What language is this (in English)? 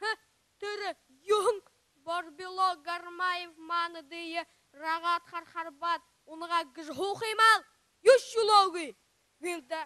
Buriat